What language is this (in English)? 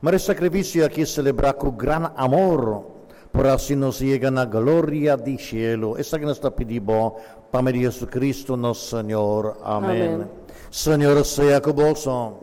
Papiamento